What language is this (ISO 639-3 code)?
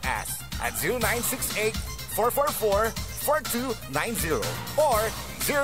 pag